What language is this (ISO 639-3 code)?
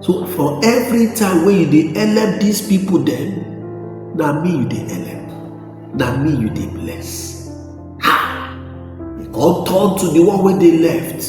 pcm